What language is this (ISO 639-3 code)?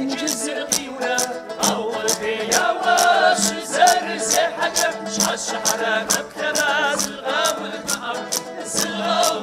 kbd